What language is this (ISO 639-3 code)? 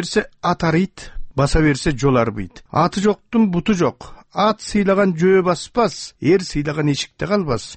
kir